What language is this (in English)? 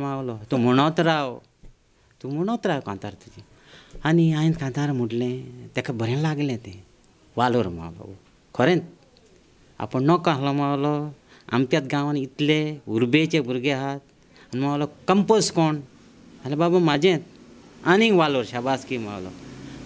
Konkani